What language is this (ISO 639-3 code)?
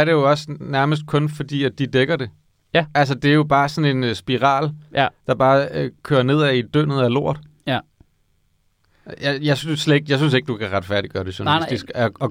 dan